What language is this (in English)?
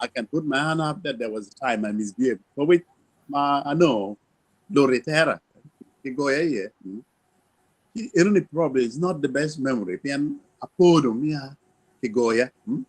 Acoli